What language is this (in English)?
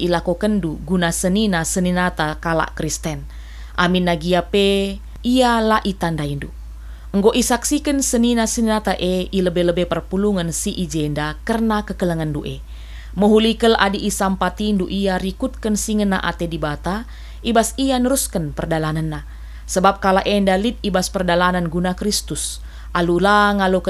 Batak Karo